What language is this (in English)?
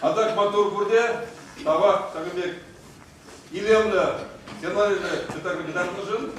Chuvash